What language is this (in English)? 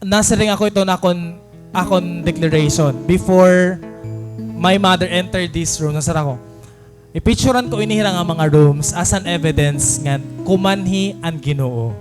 Waray